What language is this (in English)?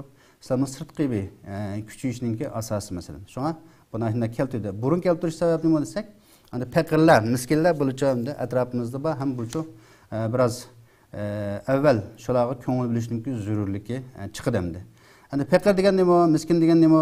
Uyghur